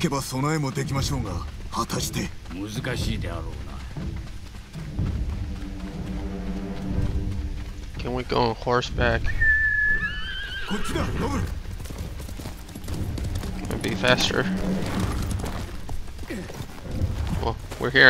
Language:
Japanese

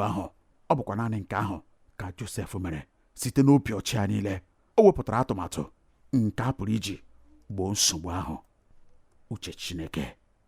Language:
Igbo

